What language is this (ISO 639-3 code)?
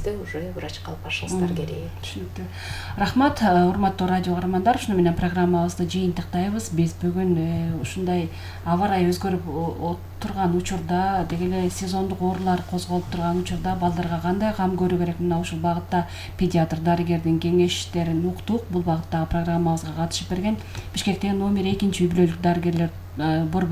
kir